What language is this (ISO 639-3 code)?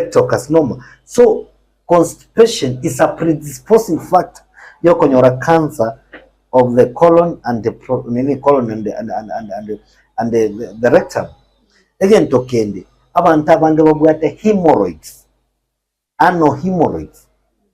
guz